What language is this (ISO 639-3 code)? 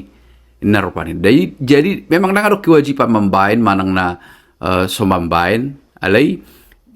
bbc